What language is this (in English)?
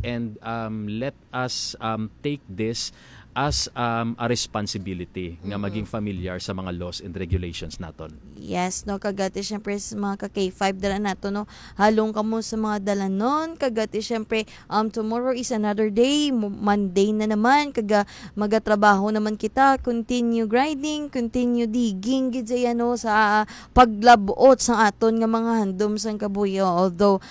Hiligaynon